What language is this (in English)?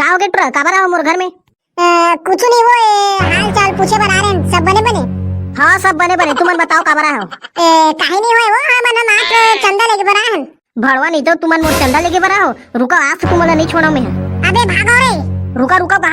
Chhattisgarhi